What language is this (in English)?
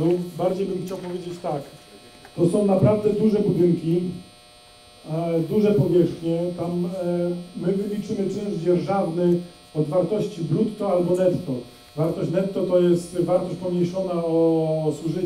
Polish